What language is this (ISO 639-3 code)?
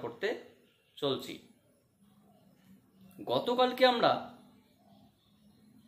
ben